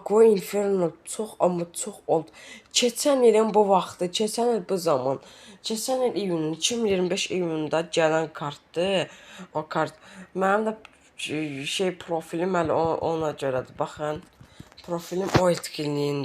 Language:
Azerbaijani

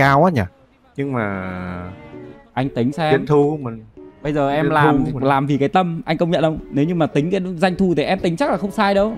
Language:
Vietnamese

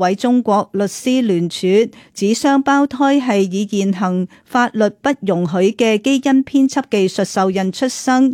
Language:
Cantonese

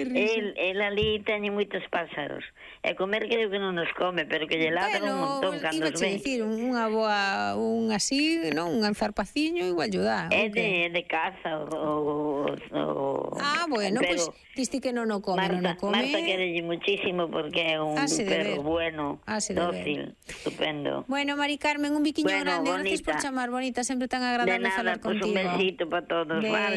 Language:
Galician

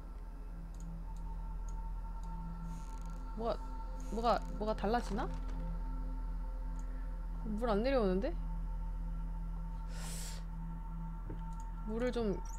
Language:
Korean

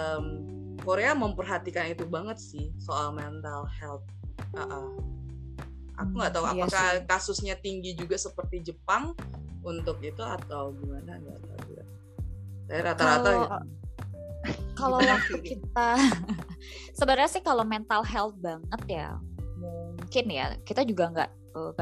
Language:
Indonesian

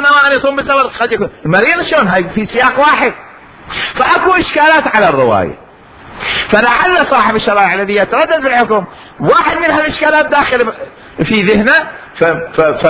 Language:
Mesopotamian Arabic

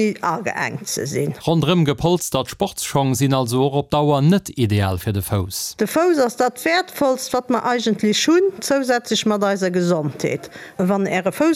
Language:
Luxembourgish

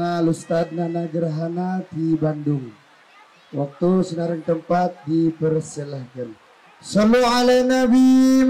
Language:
Sundanese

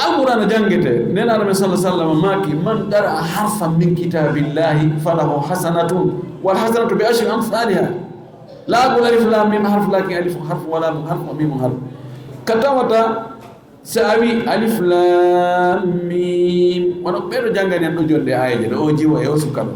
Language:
Fula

